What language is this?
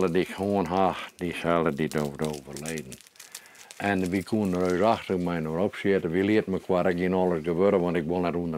Western Frisian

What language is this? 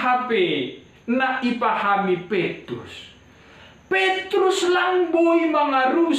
Batak Simalungun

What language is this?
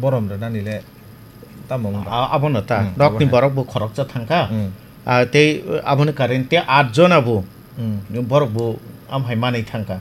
Kok Borok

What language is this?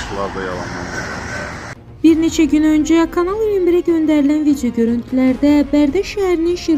Azerbaijani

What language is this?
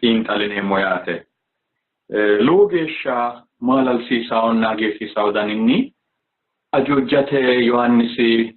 Sidamo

